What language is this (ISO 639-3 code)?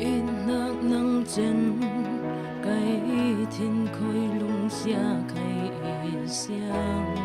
cfm